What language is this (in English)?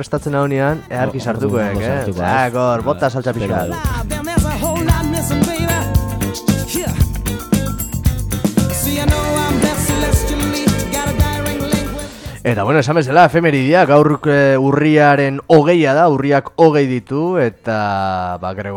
Basque